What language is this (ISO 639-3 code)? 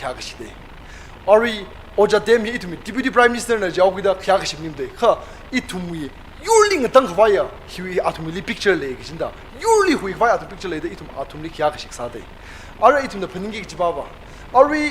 nmf